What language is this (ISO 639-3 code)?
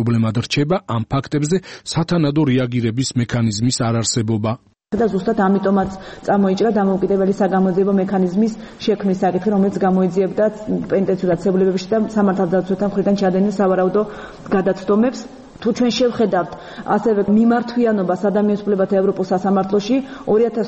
kat